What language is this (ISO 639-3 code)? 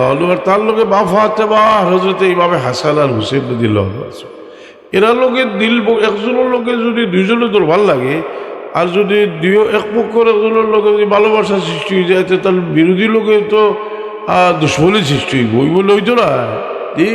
syl